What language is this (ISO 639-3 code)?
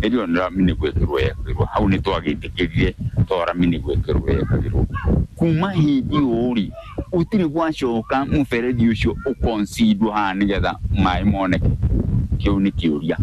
kik